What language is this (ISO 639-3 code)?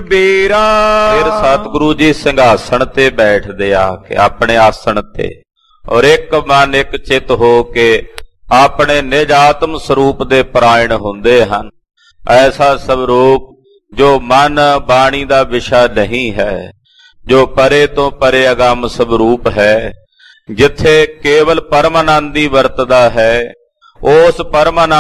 pan